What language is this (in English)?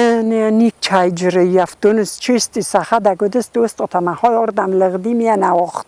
Ossetic